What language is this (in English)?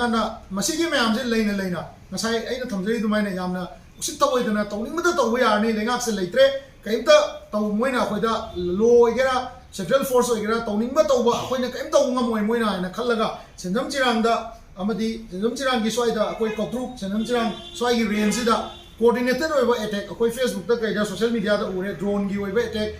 Manipuri